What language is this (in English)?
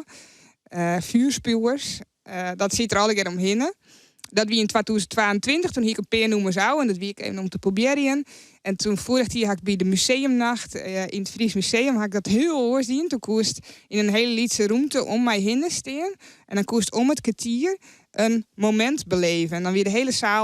Western Frisian